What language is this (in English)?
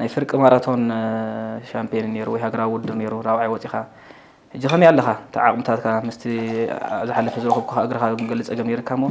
Tigrinya